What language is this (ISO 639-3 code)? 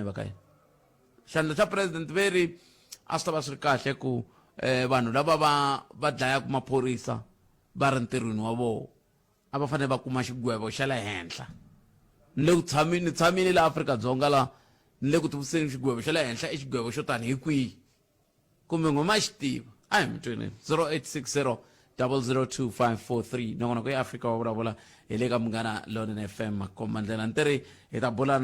tso